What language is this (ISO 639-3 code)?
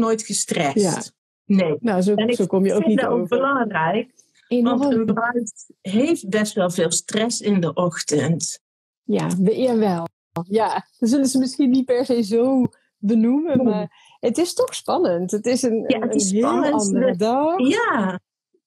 nld